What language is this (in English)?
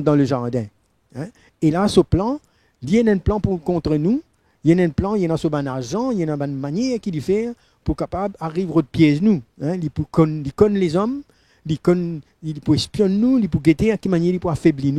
Morisyen